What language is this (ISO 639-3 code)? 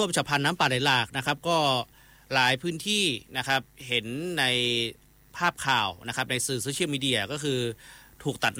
tha